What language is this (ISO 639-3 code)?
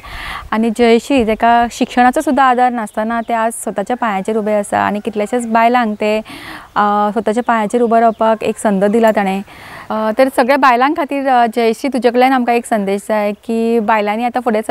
kok